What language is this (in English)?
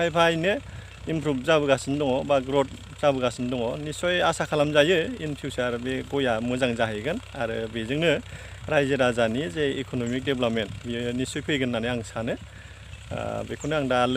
Bodo